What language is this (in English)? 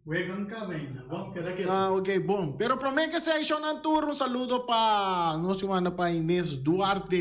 Papiamento